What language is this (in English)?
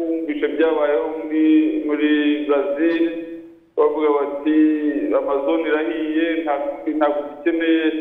Kinyarwanda